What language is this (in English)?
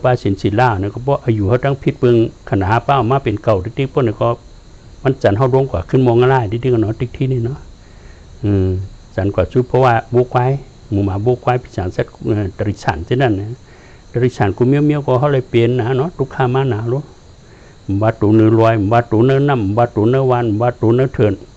Shan